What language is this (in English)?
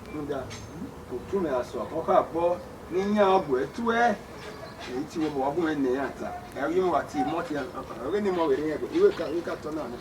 Bini